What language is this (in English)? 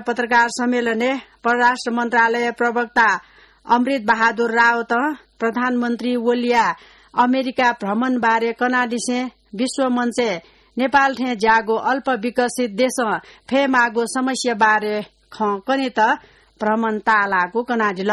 Newari